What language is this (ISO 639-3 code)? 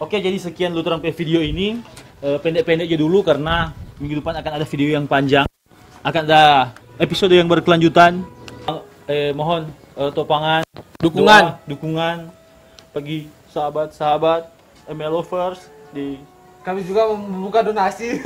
xmm